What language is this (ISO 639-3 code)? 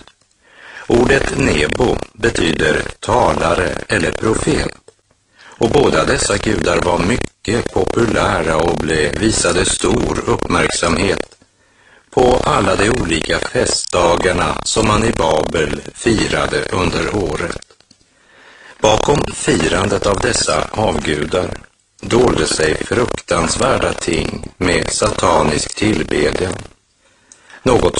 swe